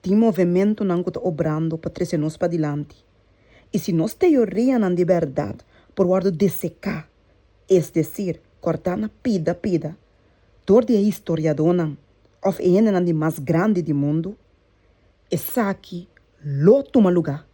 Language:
Papiamento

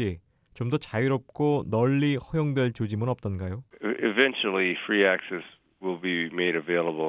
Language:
Korean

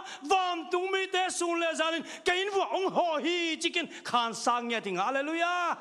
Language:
Tedim Chin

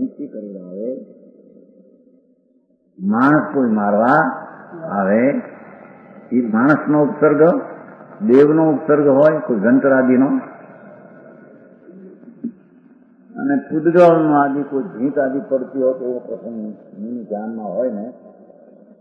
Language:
Gujarati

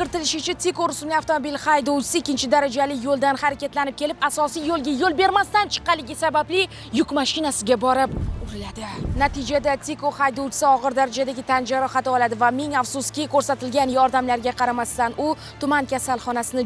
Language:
Uzbek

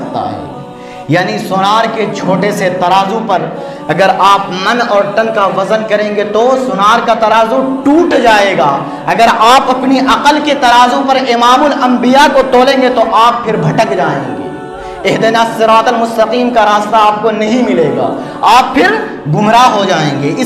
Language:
Urdu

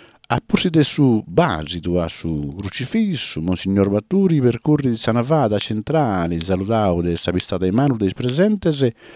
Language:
Sardinian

